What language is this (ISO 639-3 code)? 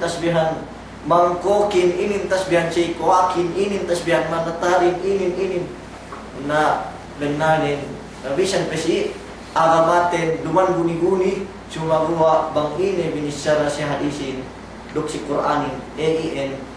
yka